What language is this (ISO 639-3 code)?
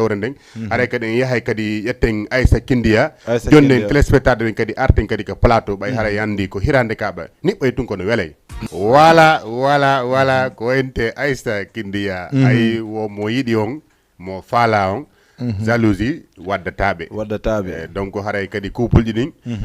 ful